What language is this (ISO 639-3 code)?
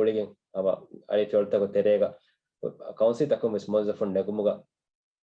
div